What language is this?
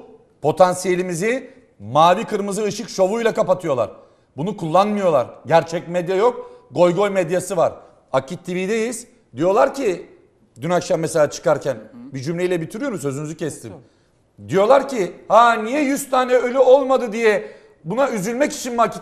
Turkish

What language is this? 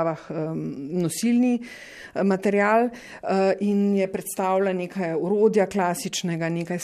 Slovenian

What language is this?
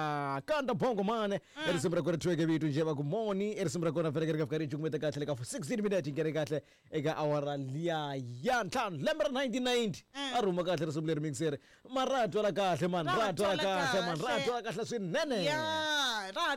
Tsonga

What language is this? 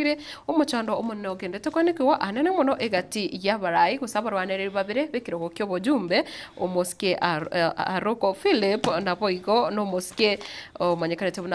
Gusii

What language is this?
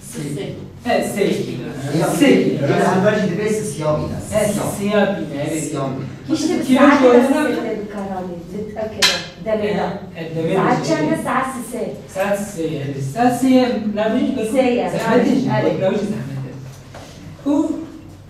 Kurdish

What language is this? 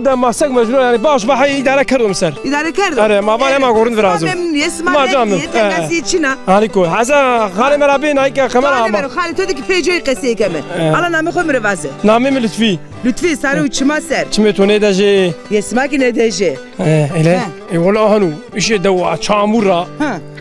Zaza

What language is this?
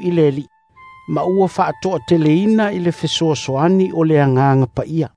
Samoan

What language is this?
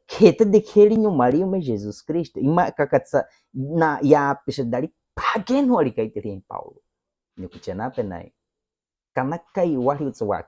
Baniwa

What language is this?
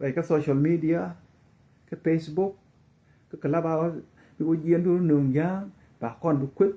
Nuer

